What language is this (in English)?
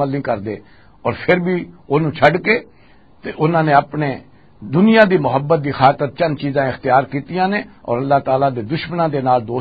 Western Panjabi